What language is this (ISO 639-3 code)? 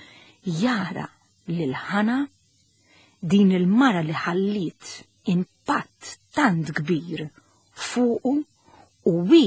mlt